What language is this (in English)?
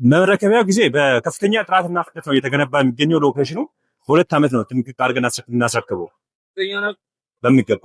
Amharic